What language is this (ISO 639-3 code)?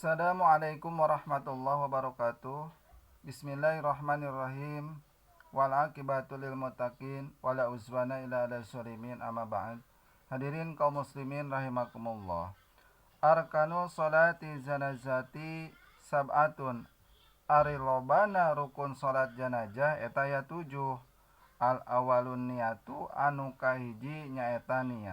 sun